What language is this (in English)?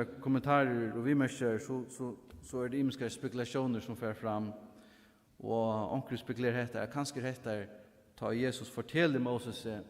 Faroese